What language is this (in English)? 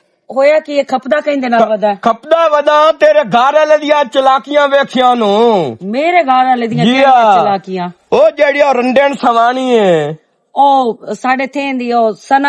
Western Panjabi